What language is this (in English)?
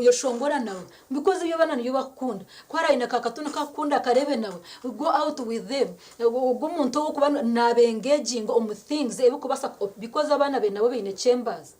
Nyankole